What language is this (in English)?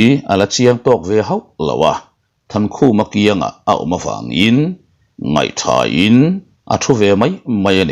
Mizo